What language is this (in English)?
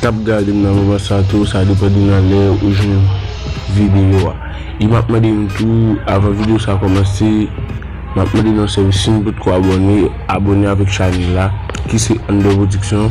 Haitian Creole